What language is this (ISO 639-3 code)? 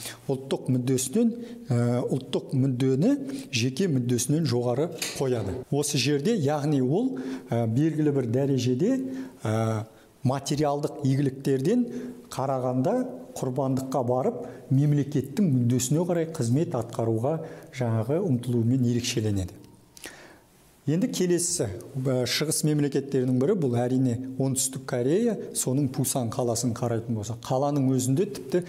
kaz